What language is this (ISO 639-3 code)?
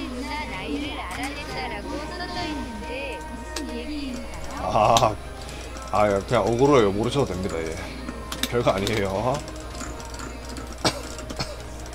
kor